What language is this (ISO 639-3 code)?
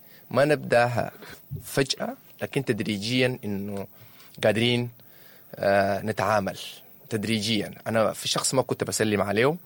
apd